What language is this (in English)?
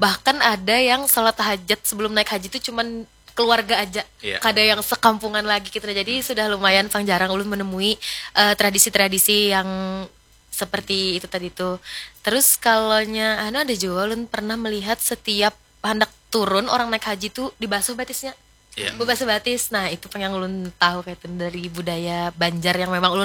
Banjar